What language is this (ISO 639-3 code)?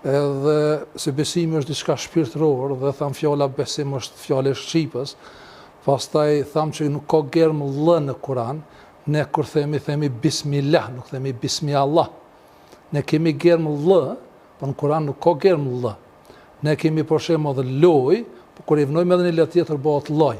sqi